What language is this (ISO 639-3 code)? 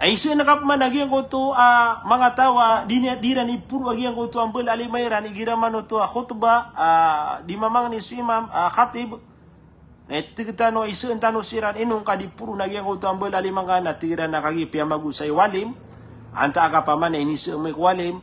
mrw